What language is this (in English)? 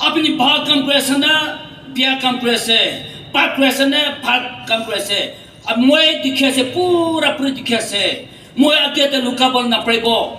Naga Pidgin